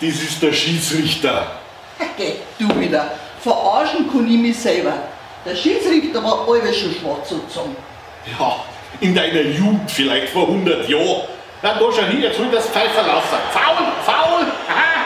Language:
Bavarian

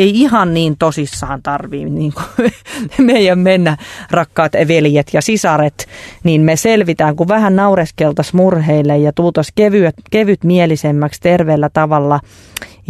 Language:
Finnish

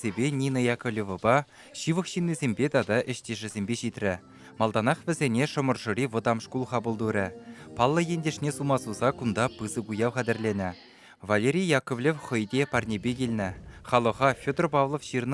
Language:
Chuvash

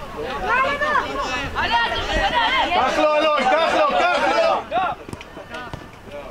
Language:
Hebrew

